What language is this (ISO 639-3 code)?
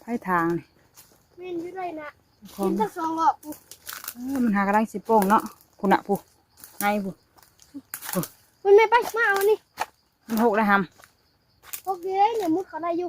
tts